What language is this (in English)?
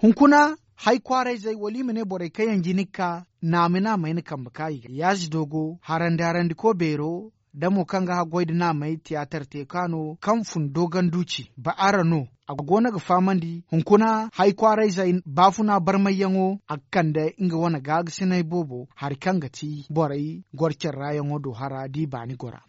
Zarma